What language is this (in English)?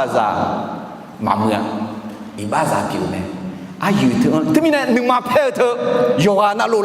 Akha